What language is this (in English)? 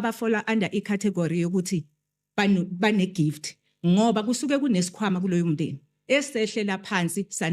Zulu